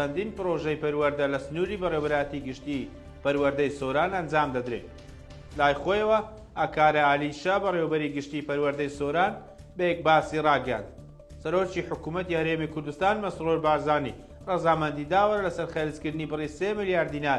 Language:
Central Kurdish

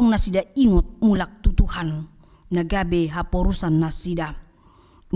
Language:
Batak Toba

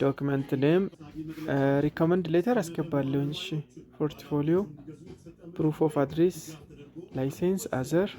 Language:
Amharic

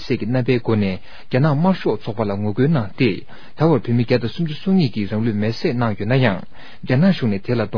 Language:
Tibetan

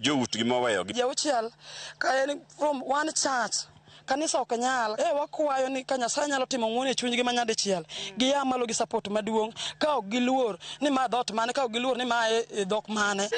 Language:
Luo (Kenya and Tanzania)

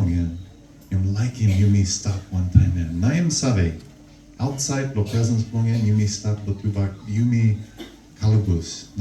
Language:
Tok Pisin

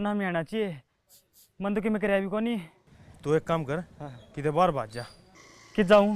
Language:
Haryanvi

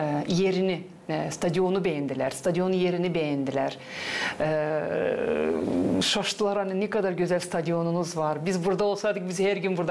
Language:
Gagauz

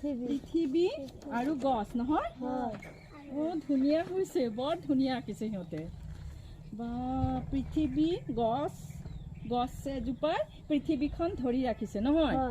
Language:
Assamese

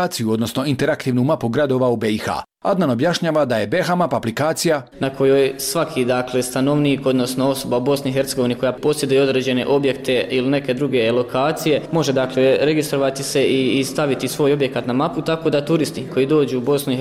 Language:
Bosnian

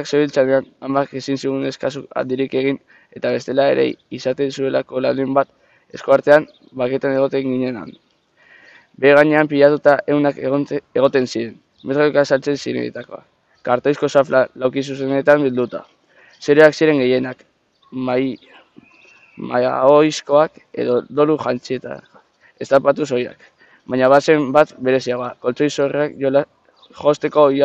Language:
Basque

